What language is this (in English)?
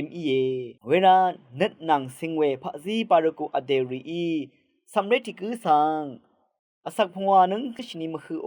Rawang